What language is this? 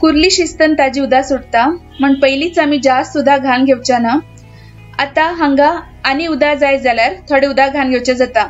Konkani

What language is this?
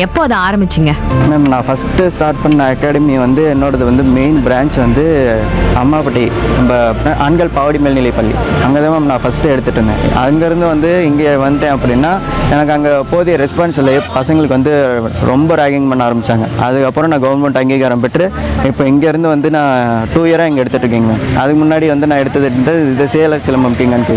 Tamil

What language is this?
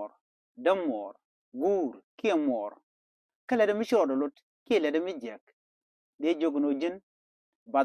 Nuer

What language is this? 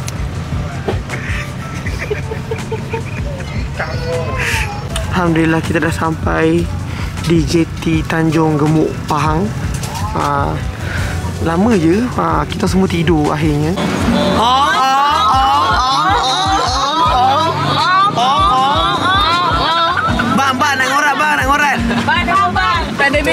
Malay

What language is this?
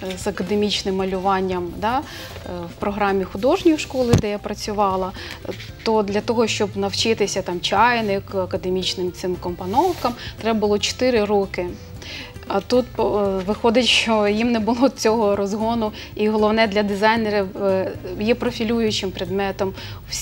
Ukrainian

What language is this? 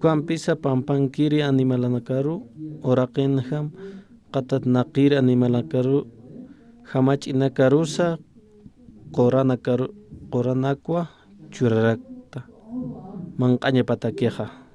Aymara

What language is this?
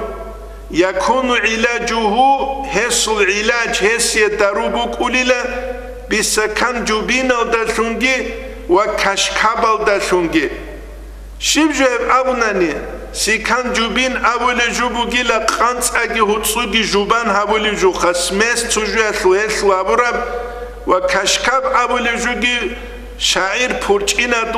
Avaric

